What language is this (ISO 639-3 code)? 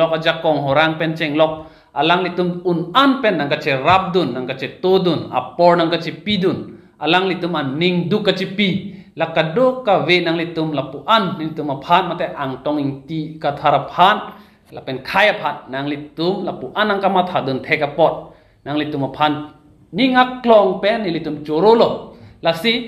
mjw